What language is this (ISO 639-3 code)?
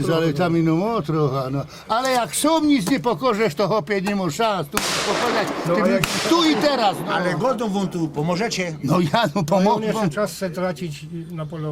szl